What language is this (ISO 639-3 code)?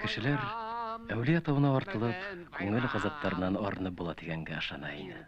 bak